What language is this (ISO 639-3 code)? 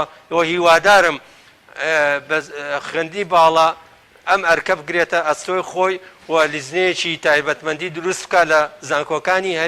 ckb